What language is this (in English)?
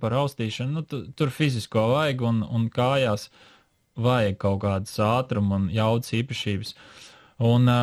Latvian